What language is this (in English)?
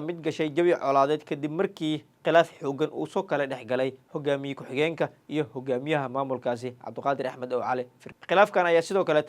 Somali